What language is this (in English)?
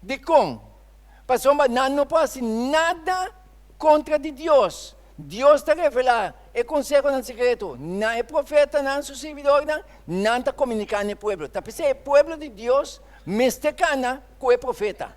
Papiamento